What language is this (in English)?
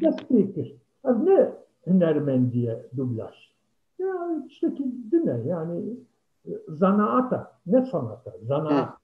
Kurdish